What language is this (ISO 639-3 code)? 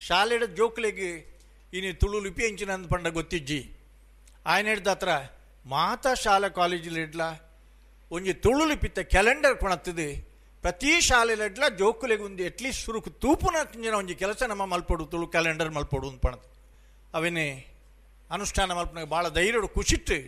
tcy